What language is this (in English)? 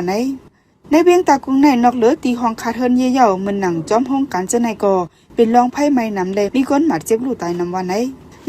Shan